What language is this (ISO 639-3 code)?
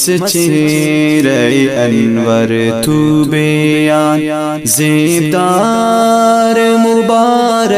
brh